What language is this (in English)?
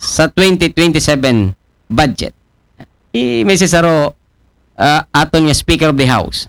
Aklanon